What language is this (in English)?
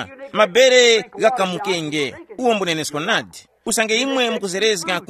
Tumbuka